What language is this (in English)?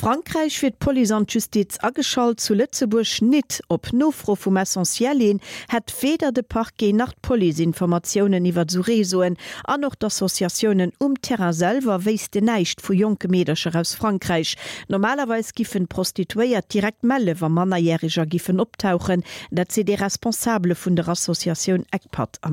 Luxembourgish